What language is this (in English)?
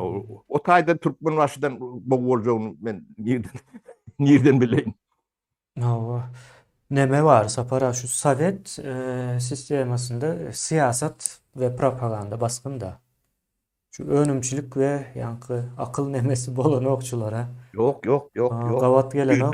Turkmen